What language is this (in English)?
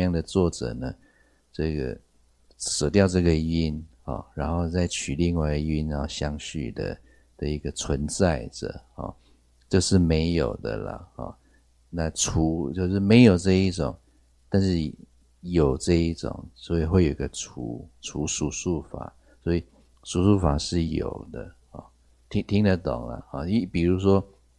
Chinese